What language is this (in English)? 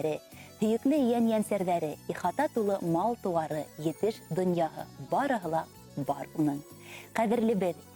Bashkir